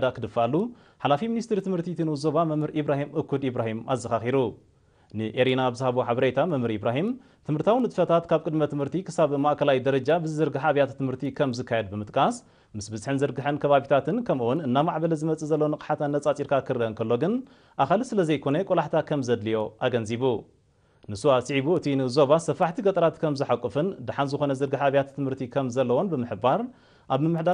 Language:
Tigrinya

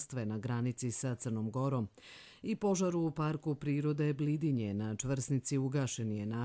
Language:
Croatian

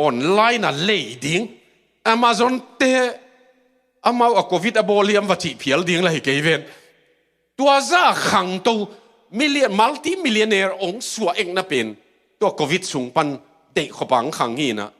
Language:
Tedim Chin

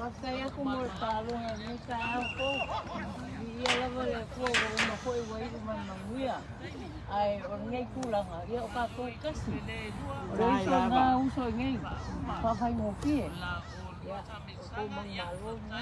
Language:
Samoan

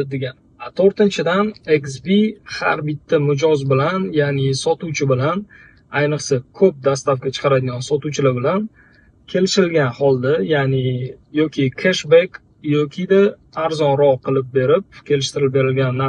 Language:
Uzbek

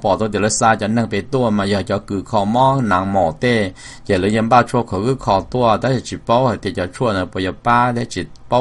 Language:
Hmong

